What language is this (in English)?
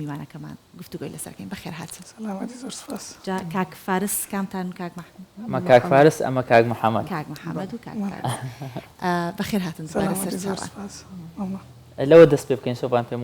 Central Kurdish